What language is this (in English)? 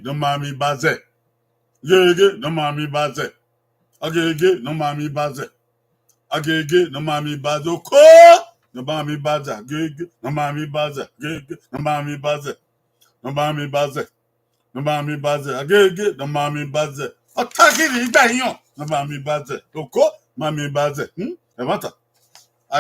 Bini